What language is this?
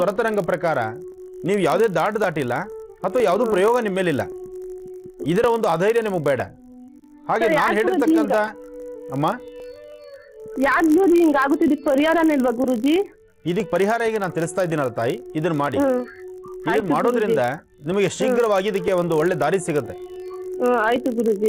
Kannada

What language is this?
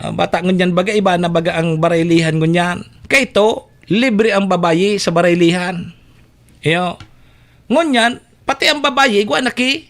Bikol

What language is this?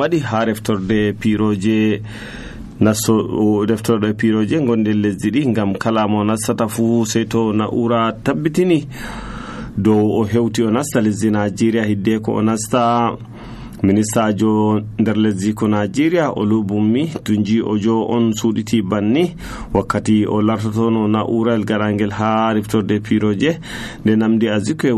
Nigerian Fulfulde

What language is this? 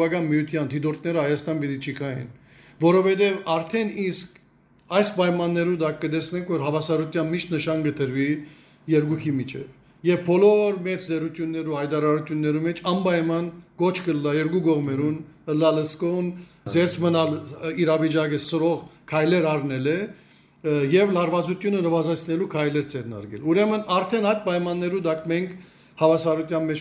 Western Armenian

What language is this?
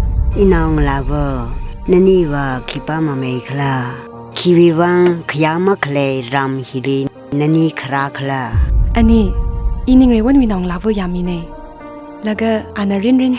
Tangkhul Naga (India)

